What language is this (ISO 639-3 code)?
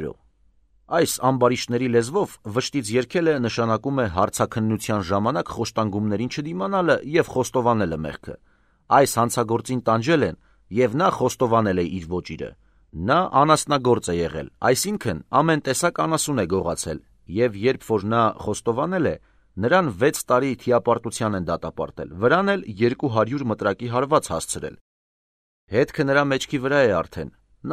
hye